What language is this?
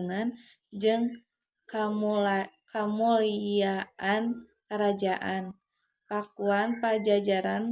Sundanese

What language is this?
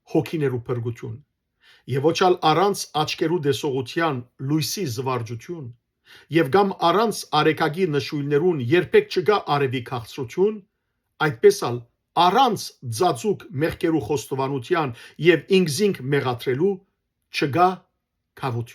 Western Armenian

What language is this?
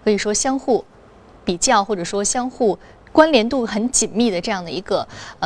Chinese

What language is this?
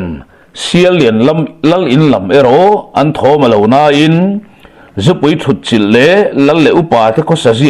Mizo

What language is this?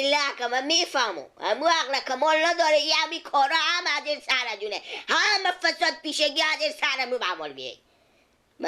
Persian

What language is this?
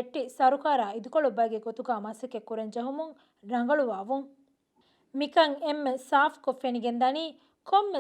Divehi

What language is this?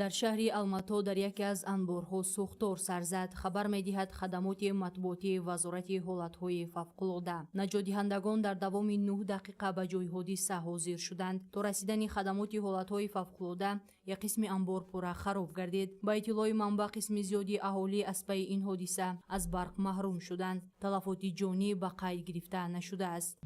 Tajik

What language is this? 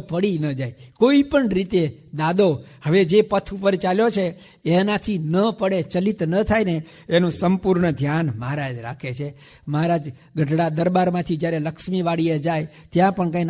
Gujarati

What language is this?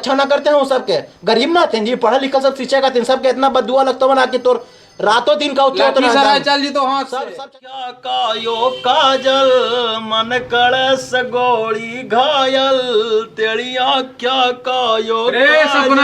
Magahi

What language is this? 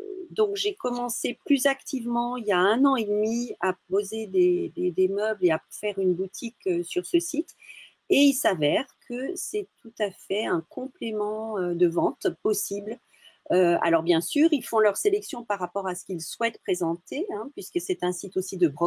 French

